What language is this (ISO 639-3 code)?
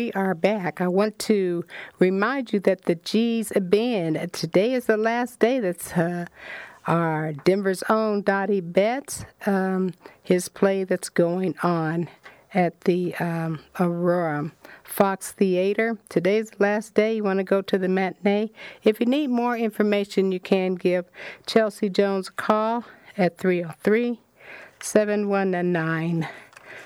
eng